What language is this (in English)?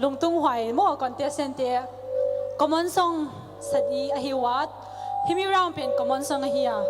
Paite Chin